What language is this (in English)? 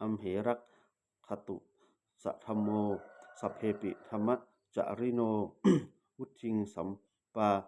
Pali